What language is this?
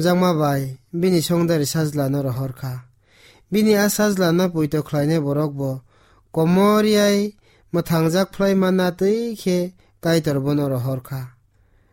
Kok Borok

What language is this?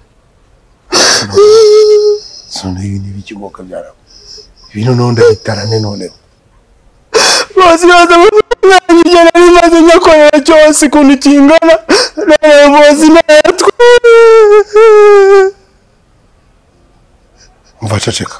Kinyarwanda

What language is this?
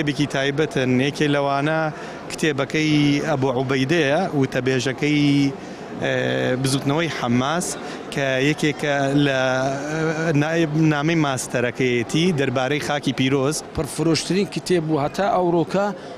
Central Kurdish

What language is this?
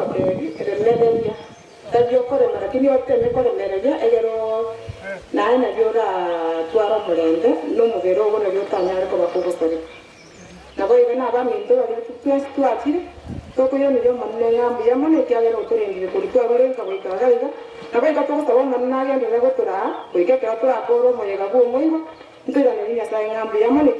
Gusii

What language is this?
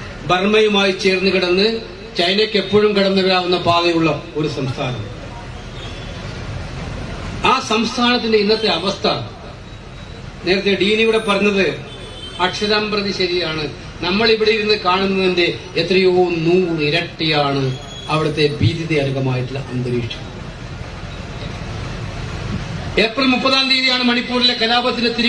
Malayalam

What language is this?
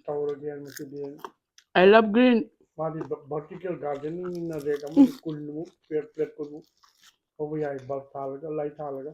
Manipuri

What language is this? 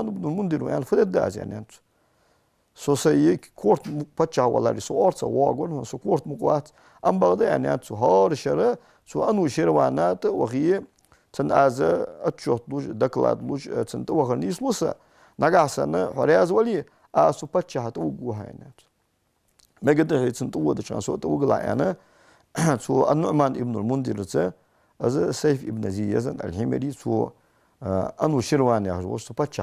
Ingush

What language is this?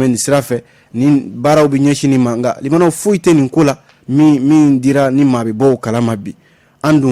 Bambara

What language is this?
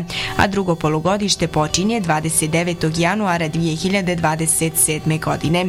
Bosnian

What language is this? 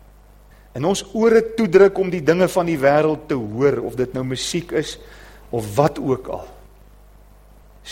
Afrikaans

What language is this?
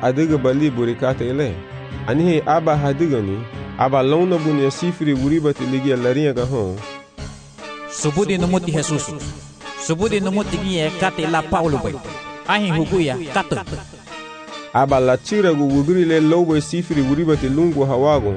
Garifuna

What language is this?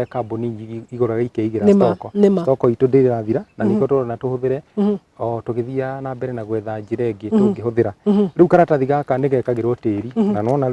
Kikuyu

